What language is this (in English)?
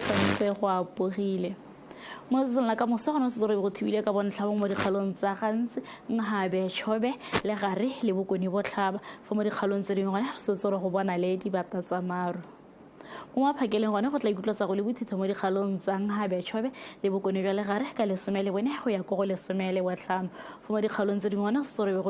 Tswana